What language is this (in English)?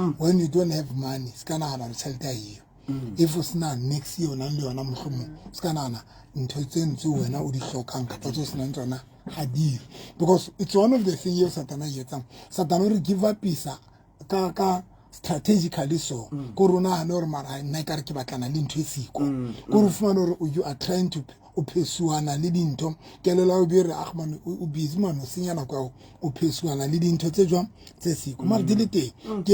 Southern Sotho